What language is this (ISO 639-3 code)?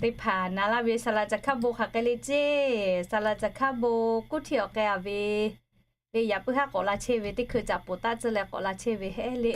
lhu